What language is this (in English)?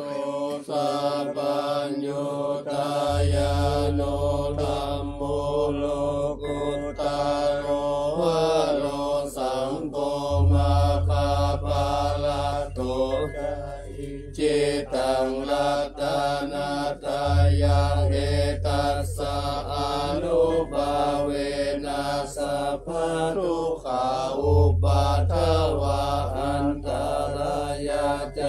Pali